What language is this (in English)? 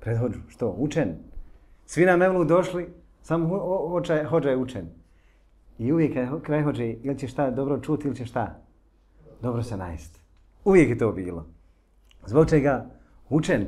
Bosnian